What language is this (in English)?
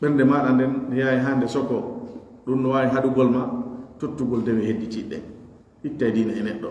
Pular